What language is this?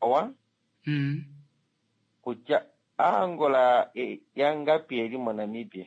Kuanyama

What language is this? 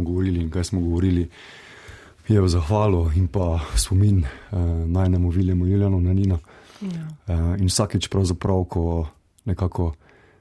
Slovenian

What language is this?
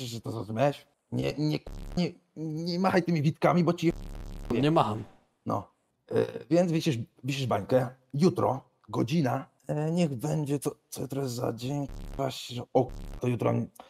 Polish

